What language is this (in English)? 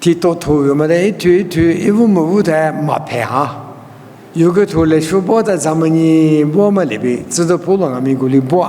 Lisu